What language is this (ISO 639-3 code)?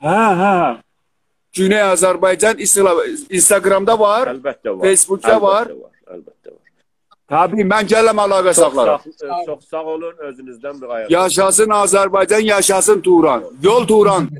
azb